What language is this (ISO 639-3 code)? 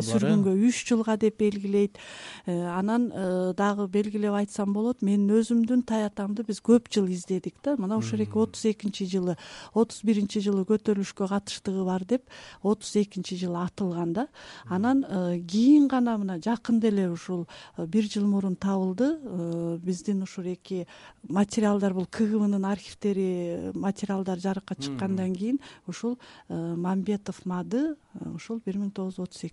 kir